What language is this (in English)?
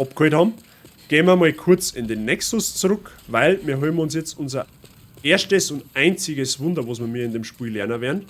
Bavarian